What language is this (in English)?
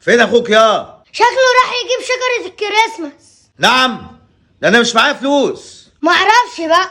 Egyptian Arabic